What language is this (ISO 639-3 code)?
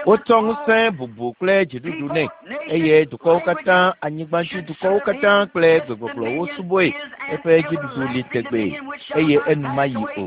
ewe